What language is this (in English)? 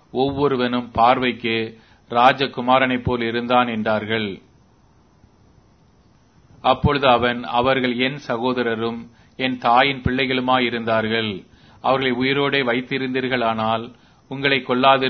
Tamil